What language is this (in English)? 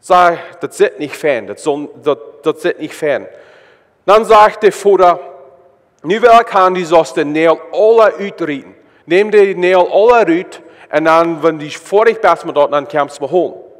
Plautdietsch